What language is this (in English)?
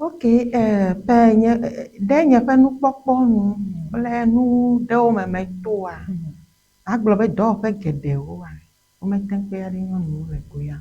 Ewe